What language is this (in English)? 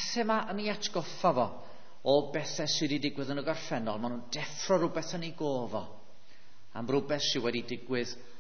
Welsh